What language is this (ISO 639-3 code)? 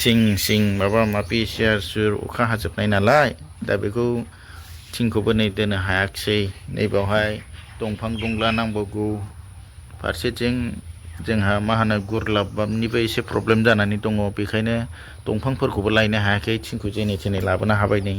brx